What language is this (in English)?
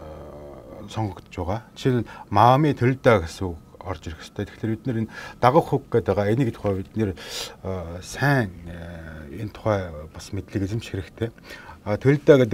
Mongolian